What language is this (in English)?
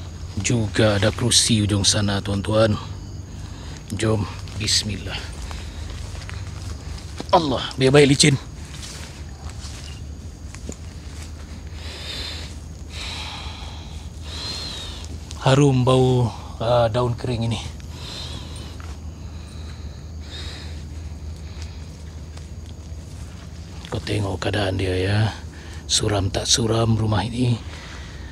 Malay